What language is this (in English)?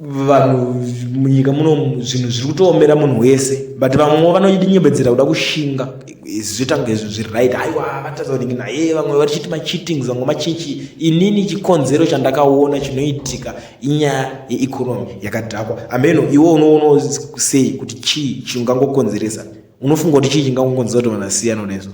Shona